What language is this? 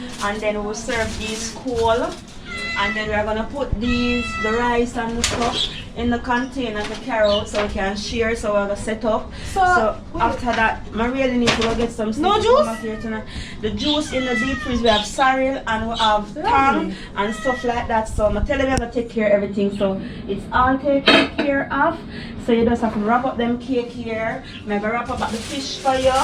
Jamaican Creole English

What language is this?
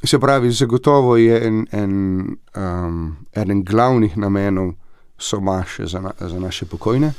Slovenian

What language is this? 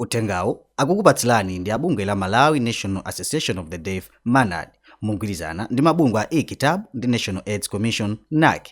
Nyanja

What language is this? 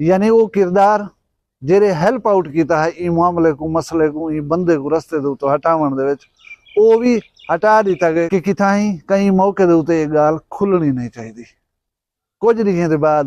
Saraiki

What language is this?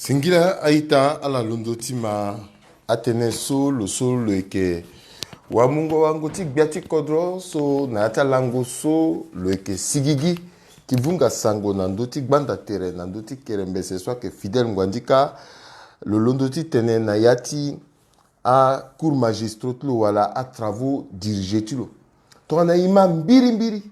Sango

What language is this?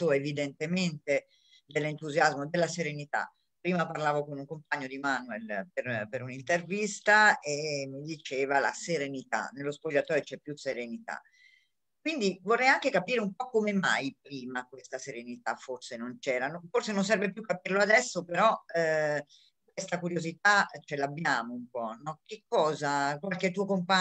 Italian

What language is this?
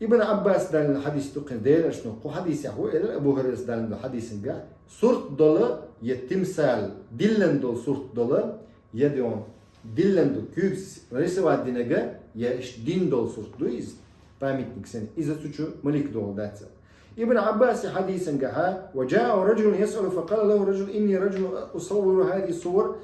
Chechen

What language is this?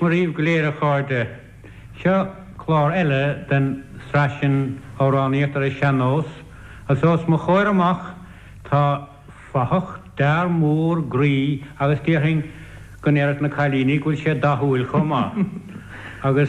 Irish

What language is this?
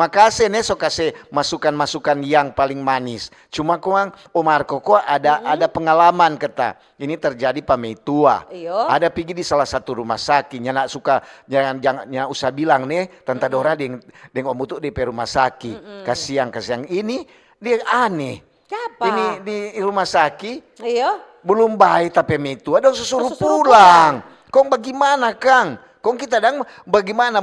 Manado Malay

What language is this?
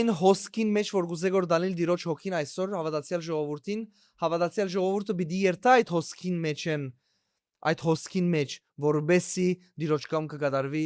Western Armenian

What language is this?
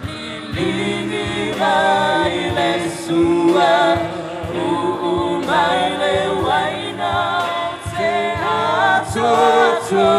Samoan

